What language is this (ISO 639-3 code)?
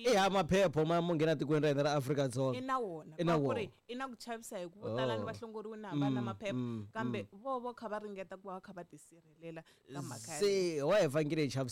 tso